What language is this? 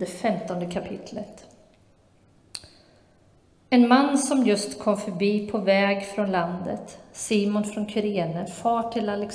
Swedish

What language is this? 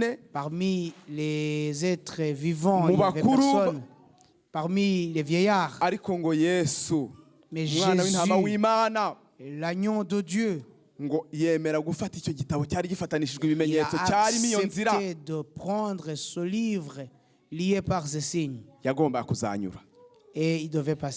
Kinyarwanda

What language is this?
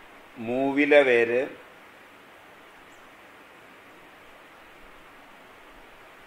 Malayalam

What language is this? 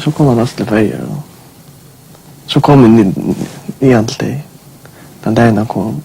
Faroese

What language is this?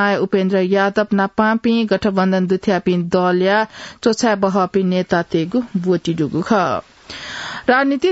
Newari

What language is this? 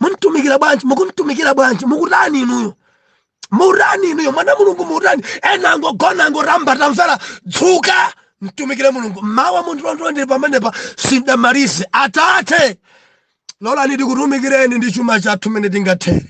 Nyanja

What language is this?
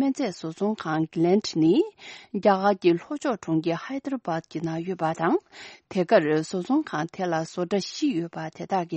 Tibetan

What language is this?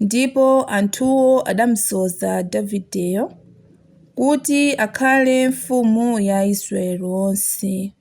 Nyanja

